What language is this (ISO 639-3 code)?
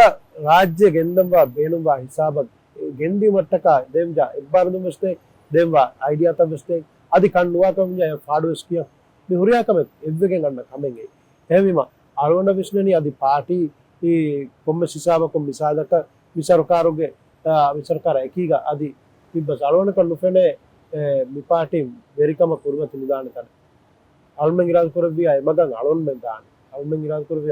div